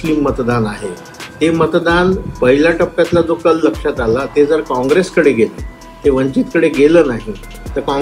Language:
Marathi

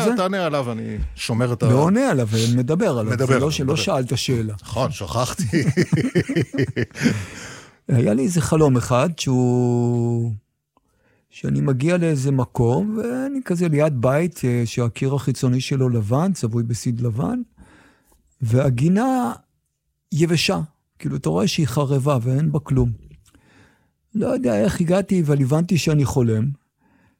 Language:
Hebrew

